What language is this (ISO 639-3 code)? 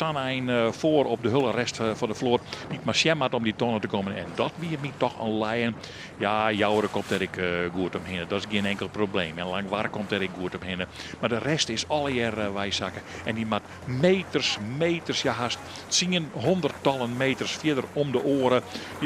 fry